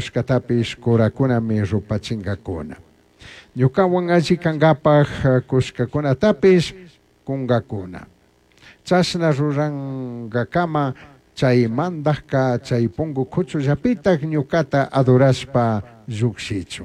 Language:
Chimborazo Highland Quichua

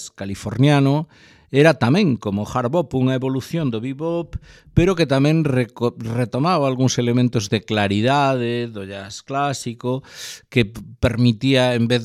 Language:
Galician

